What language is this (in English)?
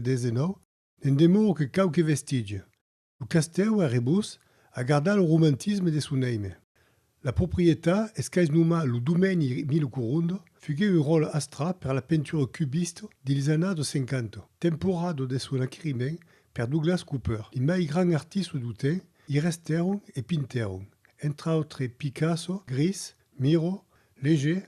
Occitan